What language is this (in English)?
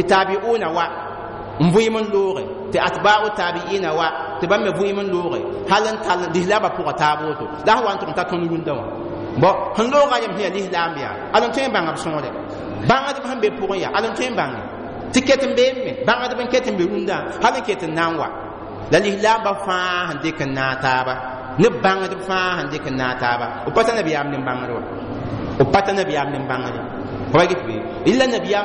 Mossi